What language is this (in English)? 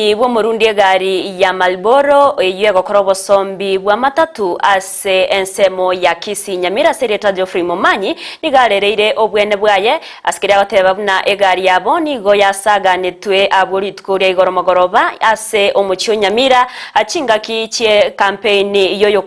Gusii